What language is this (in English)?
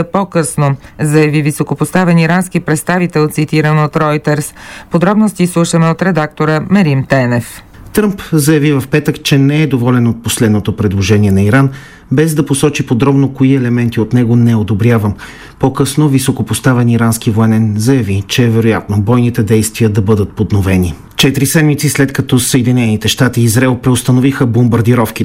Bulgarian